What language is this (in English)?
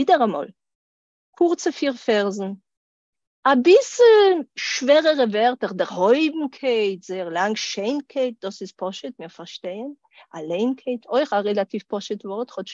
Yiddish